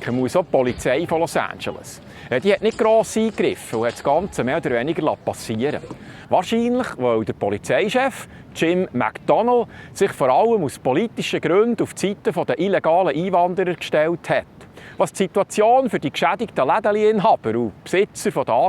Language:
Swiss German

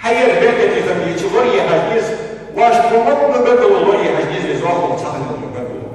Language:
Ingush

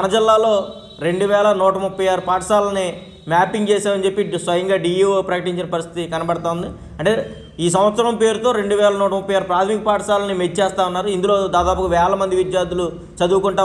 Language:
Telugu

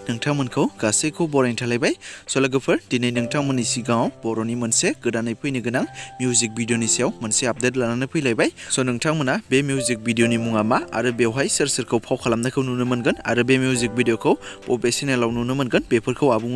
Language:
Bodo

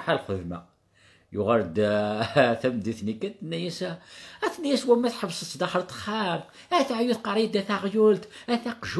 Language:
Kabyle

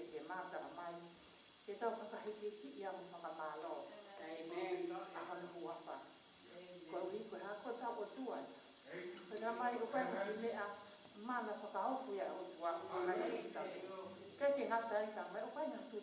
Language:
Tongan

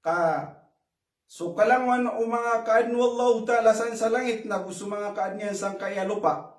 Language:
Maranao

